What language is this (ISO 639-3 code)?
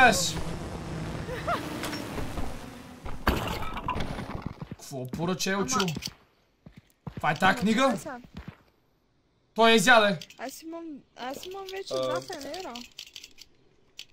bul